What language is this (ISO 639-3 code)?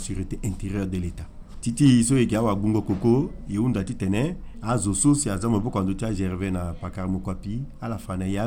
sag